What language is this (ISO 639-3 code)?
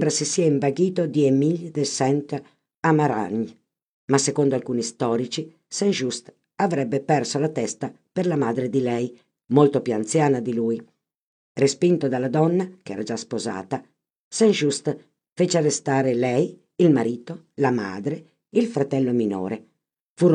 ita